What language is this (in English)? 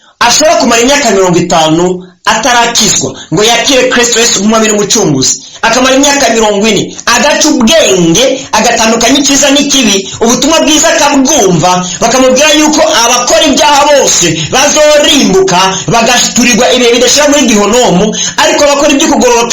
Rundi